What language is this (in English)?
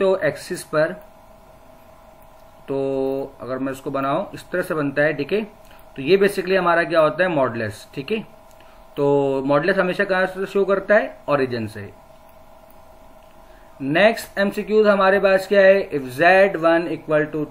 Hindi